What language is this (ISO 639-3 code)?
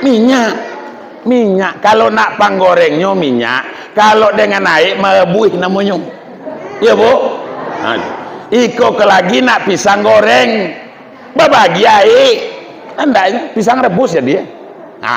min